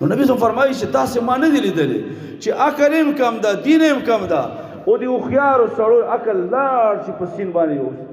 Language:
Pashto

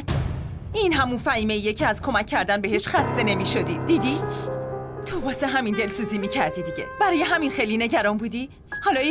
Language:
Persian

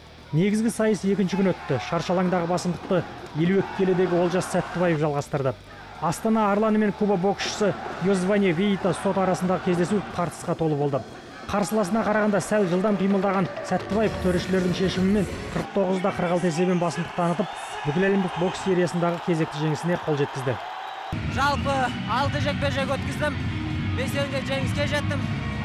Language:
Kazakh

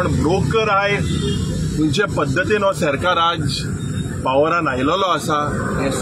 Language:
Konkani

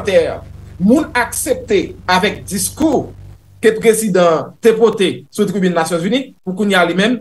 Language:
Haitian Creole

